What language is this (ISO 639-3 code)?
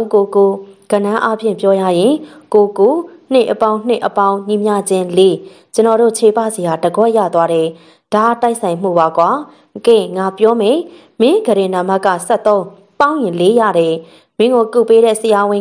mya